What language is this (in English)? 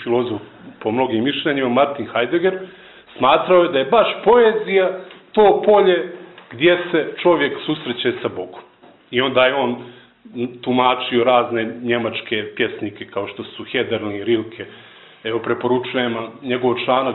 Bosnian